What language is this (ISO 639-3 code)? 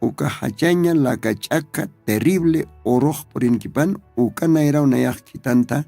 aym